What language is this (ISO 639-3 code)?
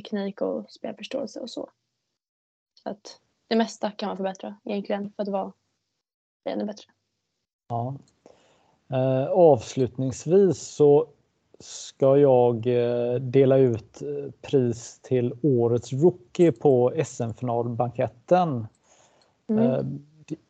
swe